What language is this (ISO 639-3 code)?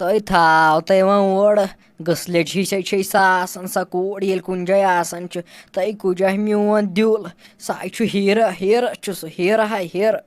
kas